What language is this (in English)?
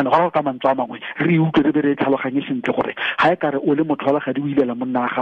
Tswana